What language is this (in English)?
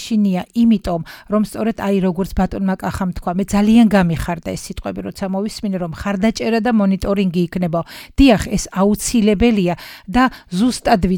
Georgian